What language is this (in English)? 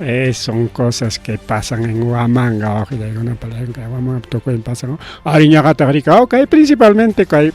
Ayacucho Quechua